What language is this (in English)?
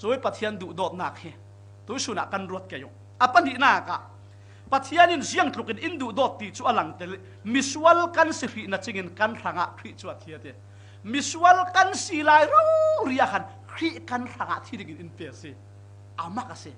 Falam Chin